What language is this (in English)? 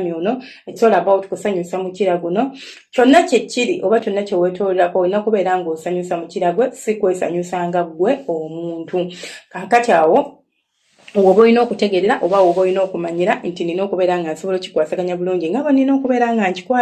Ganda